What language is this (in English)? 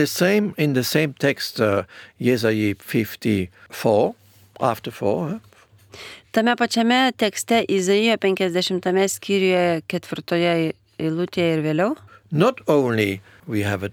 Lithuanian